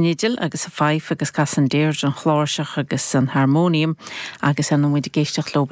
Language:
Irish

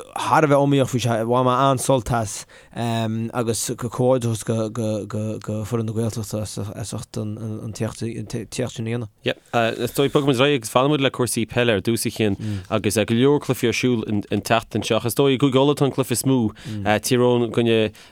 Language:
Irish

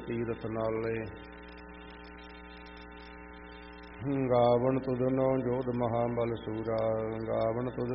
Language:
Punjabi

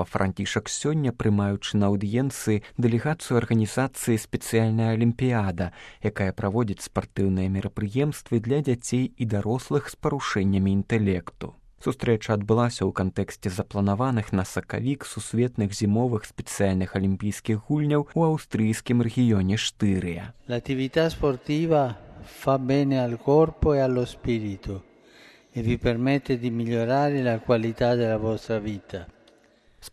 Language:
Belarusian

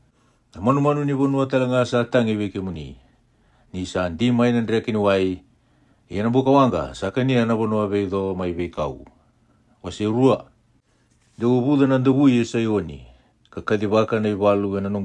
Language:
Fijian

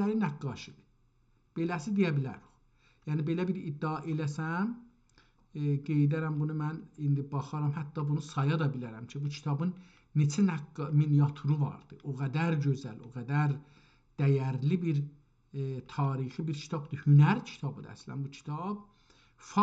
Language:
South Azerbaijani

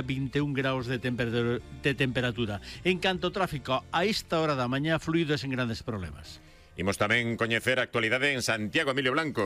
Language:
Galician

